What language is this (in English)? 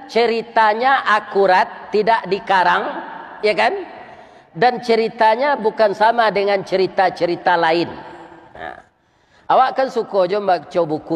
Minangkabau